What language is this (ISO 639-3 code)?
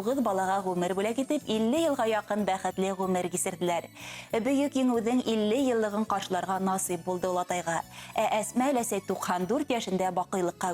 bak